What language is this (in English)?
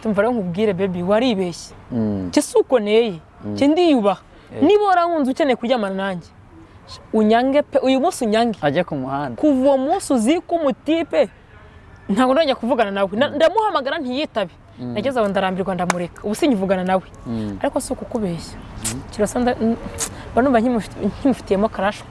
Kinyarwanda